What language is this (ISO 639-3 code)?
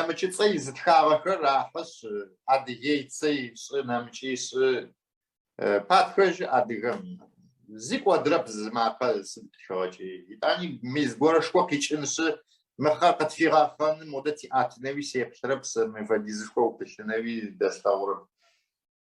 ady